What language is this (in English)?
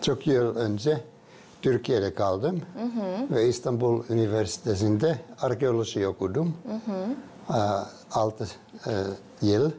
Gagauz